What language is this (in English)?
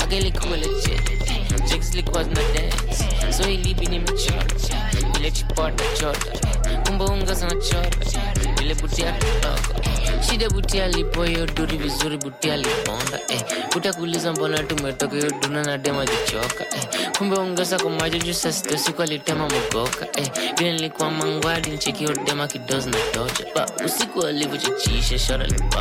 Swahili